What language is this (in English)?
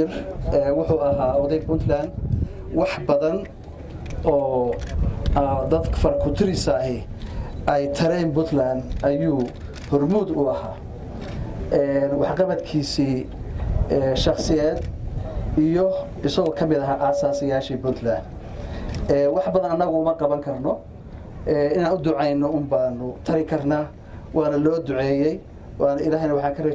Somali